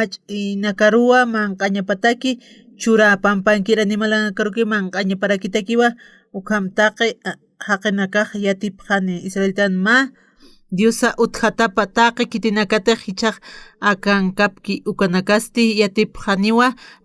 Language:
Aymara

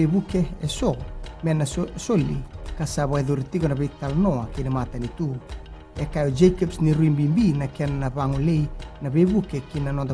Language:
Fijian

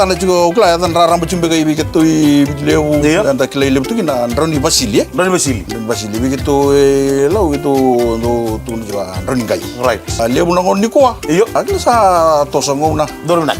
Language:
Fijian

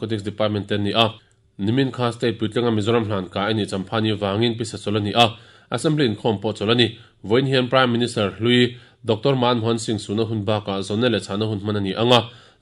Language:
Mizo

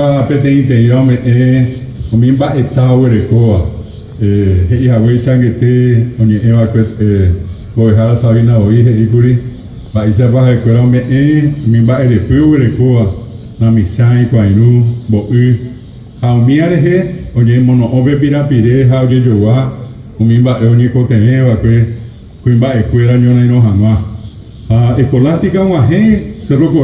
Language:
Guarani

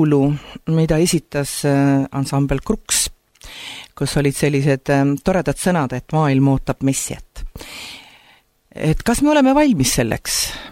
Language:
Estonian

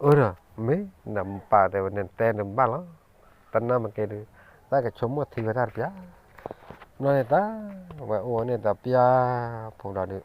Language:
S'gaw Karen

